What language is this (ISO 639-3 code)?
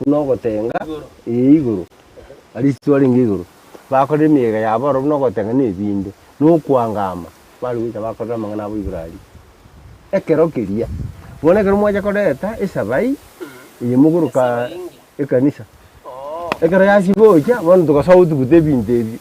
guz